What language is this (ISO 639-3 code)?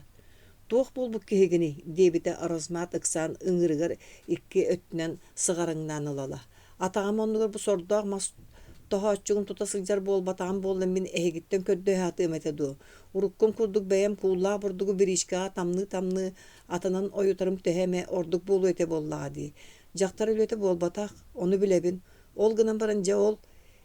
sah